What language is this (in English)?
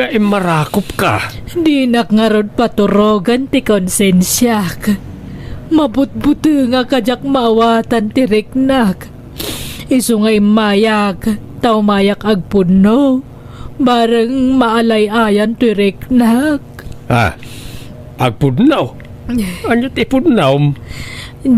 Iloko